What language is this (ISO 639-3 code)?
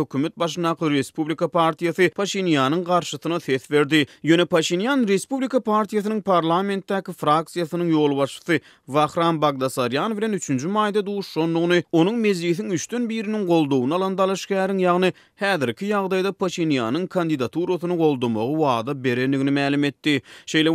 tuk